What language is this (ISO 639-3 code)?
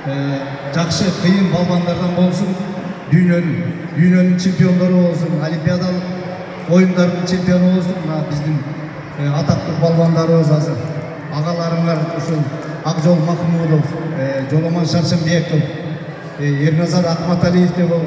kir